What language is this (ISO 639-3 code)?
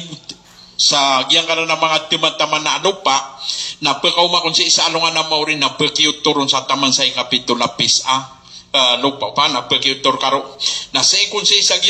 mrw